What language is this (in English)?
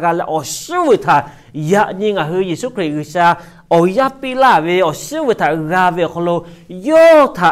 Lahu